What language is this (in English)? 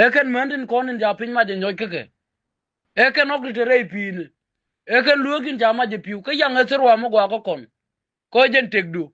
Nuer